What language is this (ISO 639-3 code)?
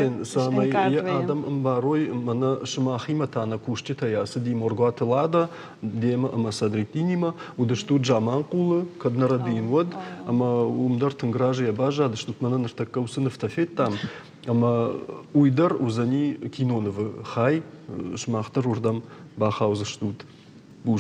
oss